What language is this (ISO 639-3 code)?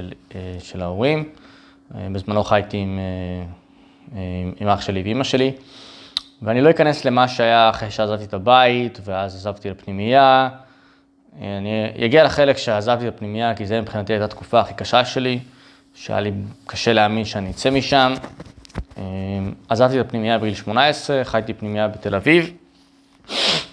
heb